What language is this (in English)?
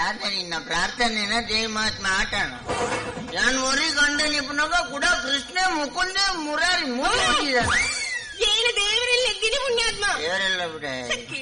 Kannada